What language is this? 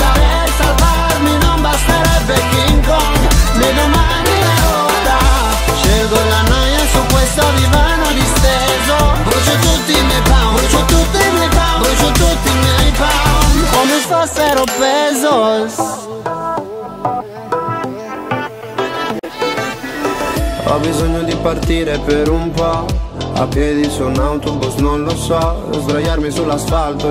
Italian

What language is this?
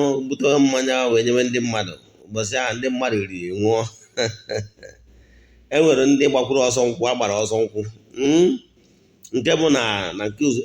Igbo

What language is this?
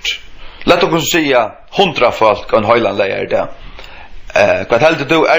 Faroese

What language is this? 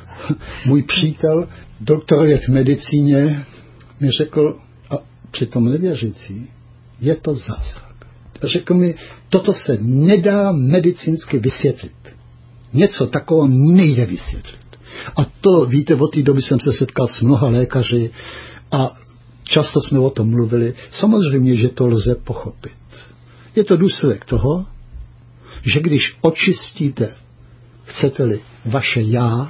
Czech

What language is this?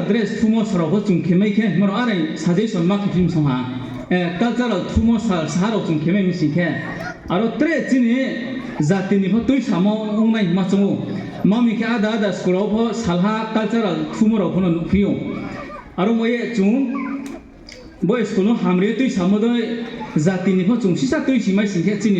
Riang (India)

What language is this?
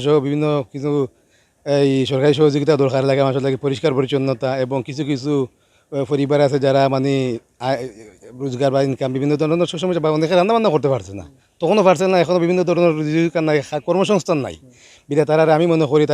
Sylheti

